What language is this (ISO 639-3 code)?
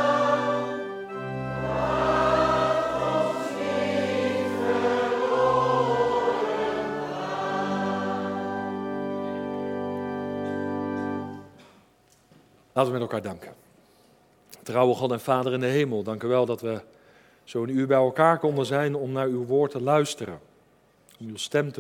nld